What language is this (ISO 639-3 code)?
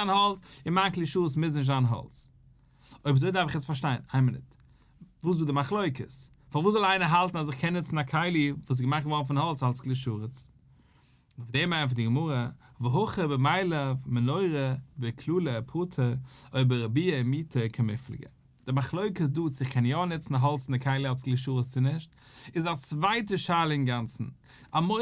yid